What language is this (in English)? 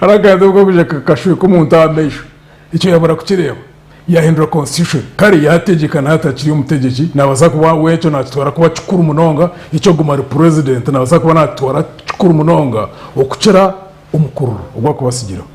Nyankole